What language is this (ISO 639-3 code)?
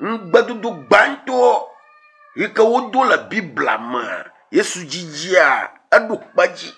ewe